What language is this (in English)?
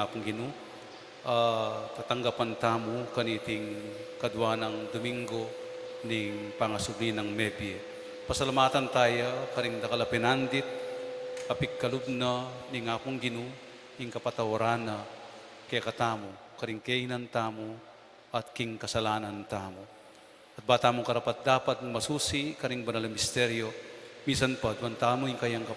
Pampanga